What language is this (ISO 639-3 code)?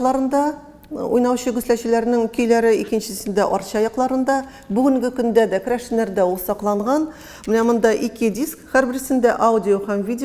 tat